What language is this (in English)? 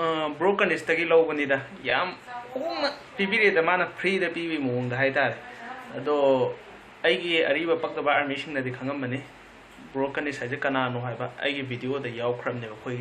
Manipuri